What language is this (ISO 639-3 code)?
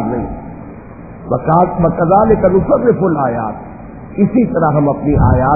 urd